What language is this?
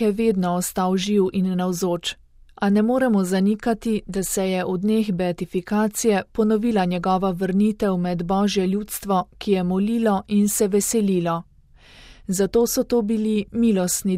Slovenian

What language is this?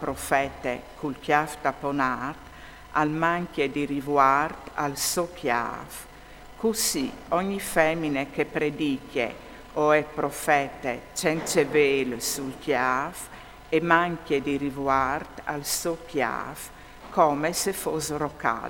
Friulian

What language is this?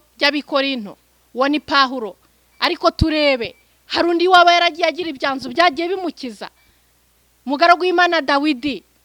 Kinyarwanda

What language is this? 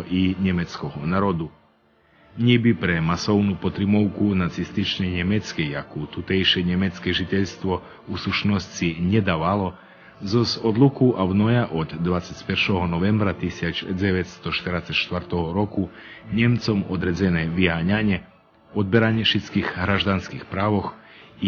Rusyn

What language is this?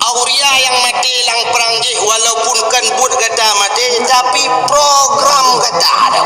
Achinese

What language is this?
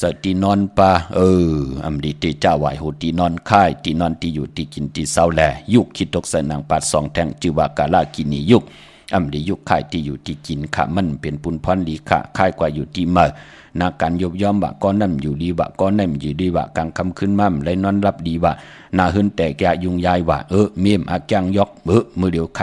Shan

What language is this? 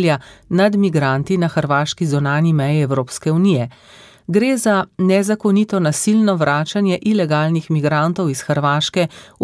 Slovenian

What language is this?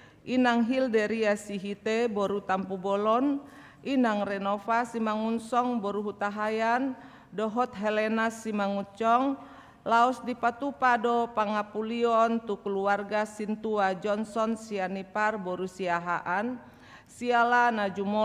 Batak Toba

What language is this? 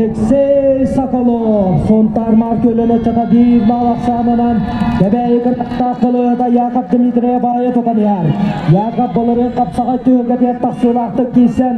Yakut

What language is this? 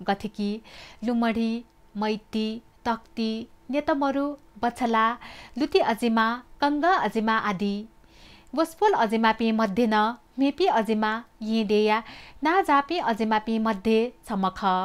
Newari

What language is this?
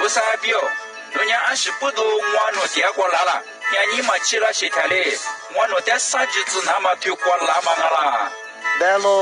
Lisu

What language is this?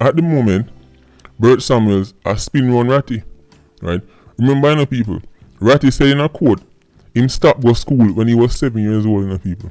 Jamaican Creole English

